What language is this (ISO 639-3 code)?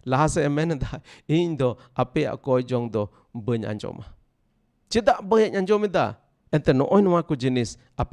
sat